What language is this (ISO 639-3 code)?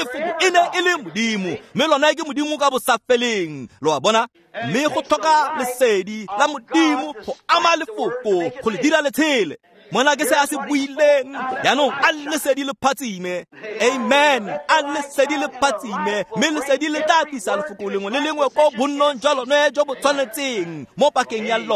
tsn